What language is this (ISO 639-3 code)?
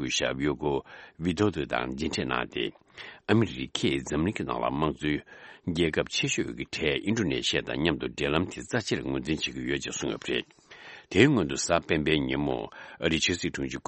bod